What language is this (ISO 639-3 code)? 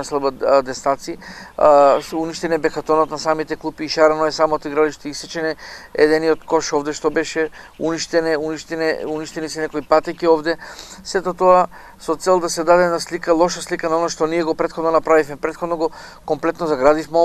mkd